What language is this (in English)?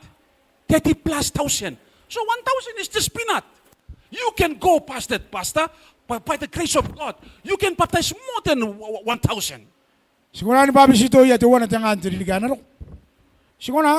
Gilbertese